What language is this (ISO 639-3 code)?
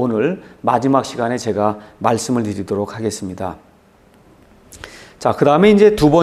kor